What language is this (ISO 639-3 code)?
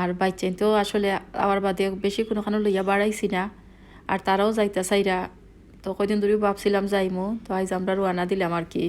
syl